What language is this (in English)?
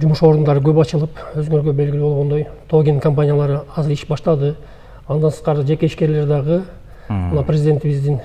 Kyrgyz